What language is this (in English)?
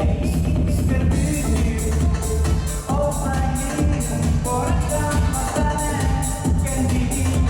Yakut